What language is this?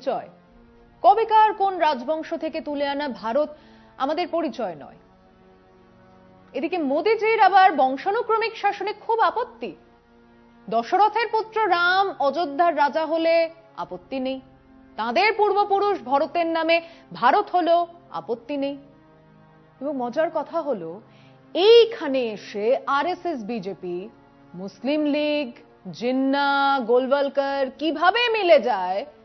Bangla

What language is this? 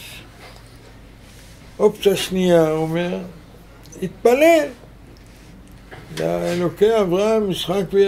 Hebrew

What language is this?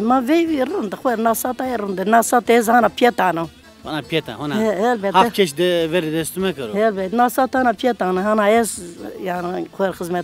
Zaza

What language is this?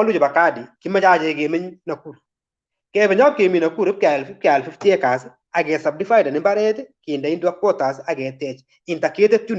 Kalenjin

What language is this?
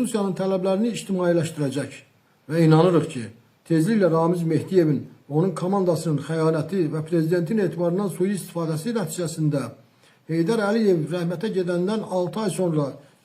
Azerbaijani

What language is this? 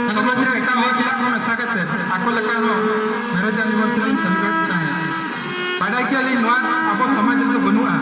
Santali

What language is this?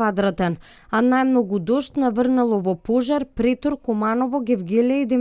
Macedonian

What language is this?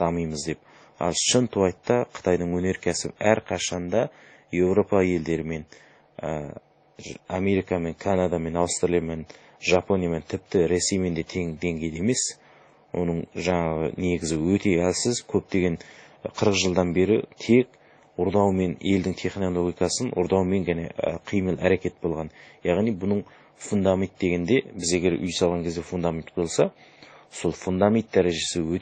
Kazakh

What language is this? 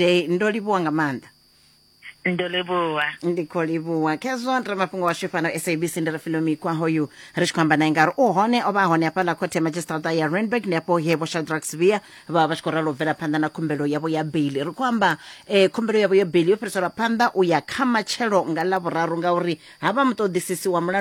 Venda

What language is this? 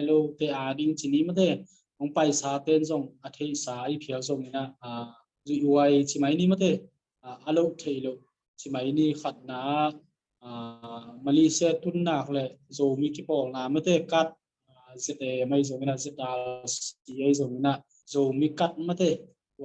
Tedim Chin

